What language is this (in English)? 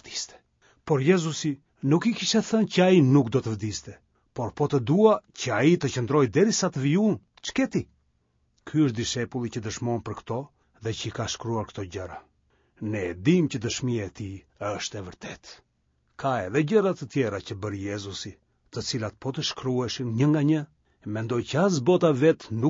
Albanian